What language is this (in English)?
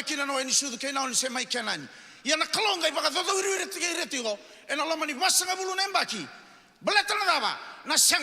Fijian